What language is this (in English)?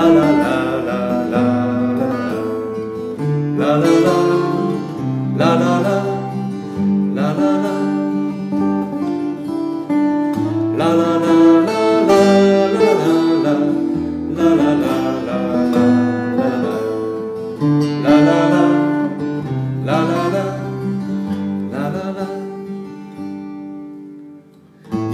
Polish